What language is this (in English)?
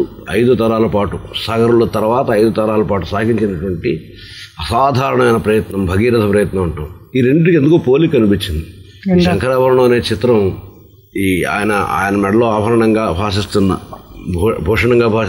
Telugu